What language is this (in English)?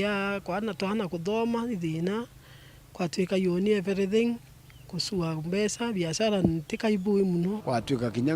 Meru